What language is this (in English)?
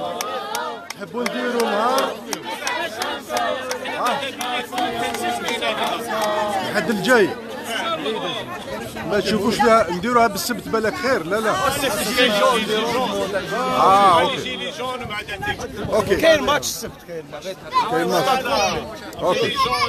Algerian Arabic